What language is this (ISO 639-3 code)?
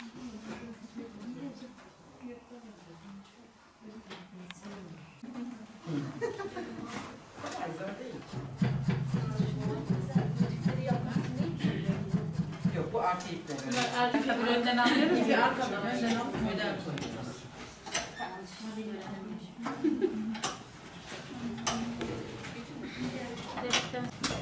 tur